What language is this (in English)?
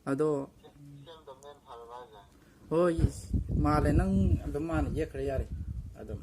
Manipuri